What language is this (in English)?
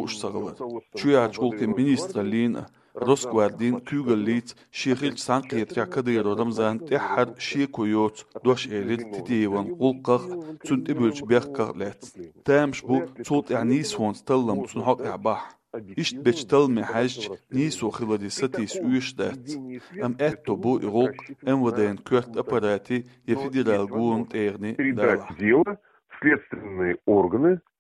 Chechen